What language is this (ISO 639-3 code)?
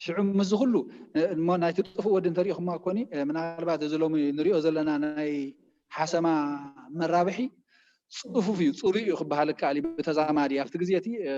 tir